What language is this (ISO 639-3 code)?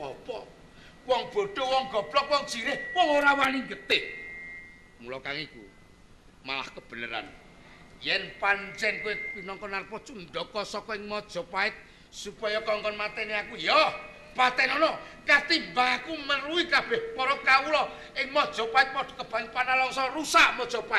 jav